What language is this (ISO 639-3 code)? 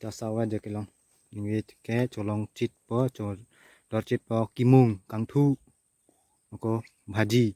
mjw